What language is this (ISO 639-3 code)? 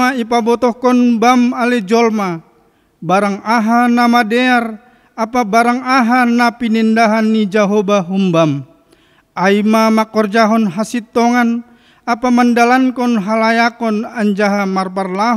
bts